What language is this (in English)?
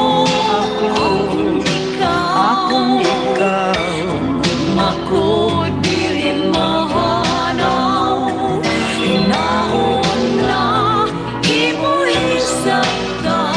Waray